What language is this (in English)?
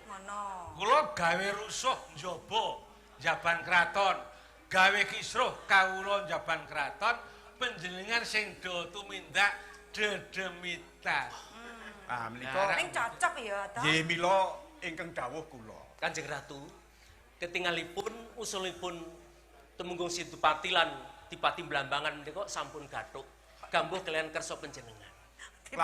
Javanese